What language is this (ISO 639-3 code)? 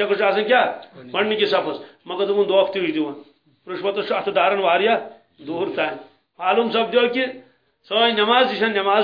kas